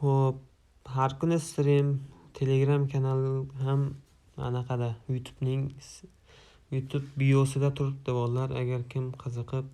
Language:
Uzbek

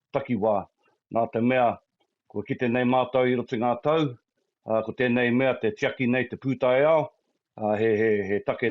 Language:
Māori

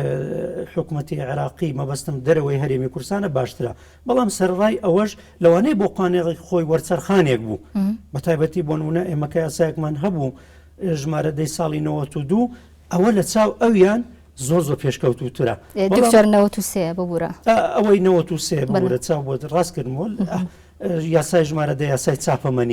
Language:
Central Kurdish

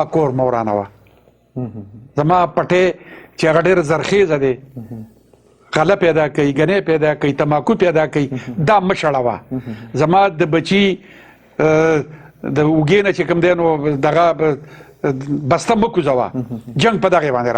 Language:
Pashto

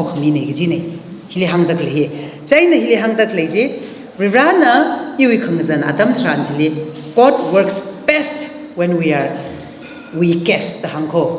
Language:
Tangkhul Naga (India)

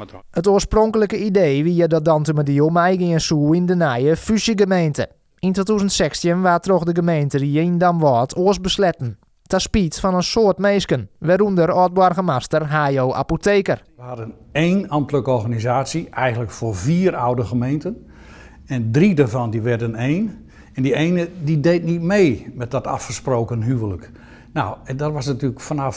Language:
Western Frisian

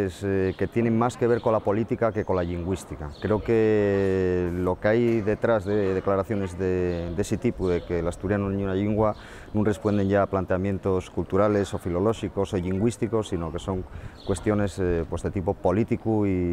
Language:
Asturian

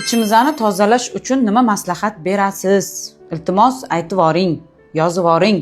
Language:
Uzbek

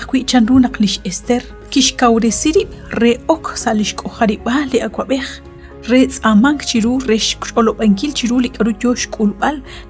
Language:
Kekchí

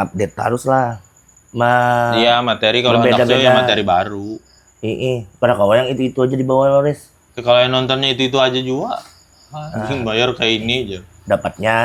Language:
Banjar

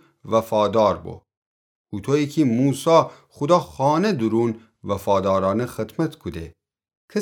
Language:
Gilaki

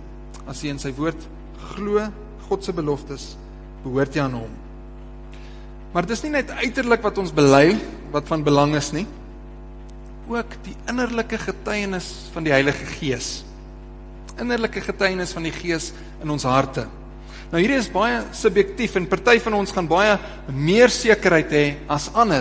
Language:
Afrikaans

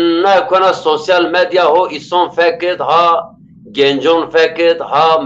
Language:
Zaza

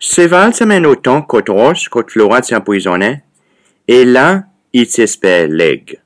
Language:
Seselwa Creole French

